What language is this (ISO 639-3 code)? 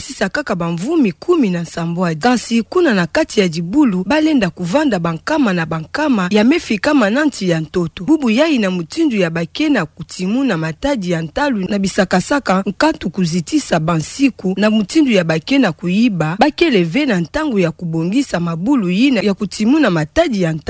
ktu